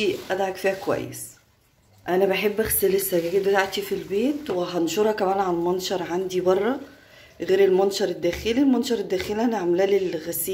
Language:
Egyptian Arabic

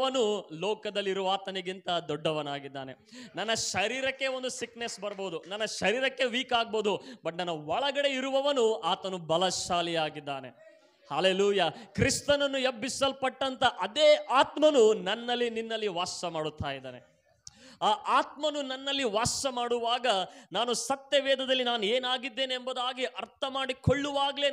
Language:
Kannada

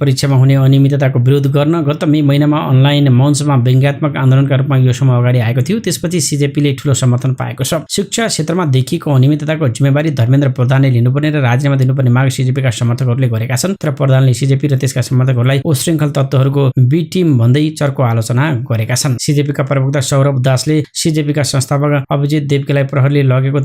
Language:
Nepali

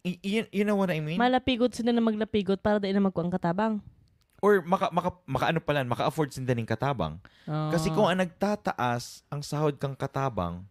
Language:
Bikol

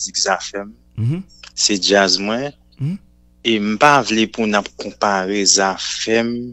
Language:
Haitian Creole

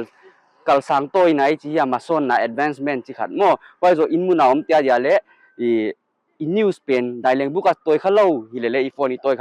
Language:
Paite Chin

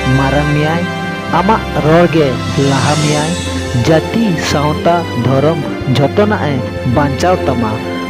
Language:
Santali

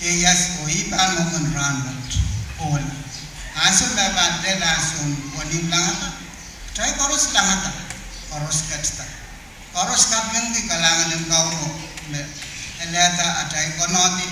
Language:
Pohnpeian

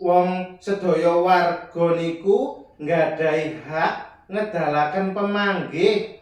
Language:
Javanese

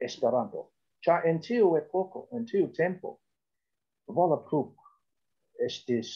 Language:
Esperanto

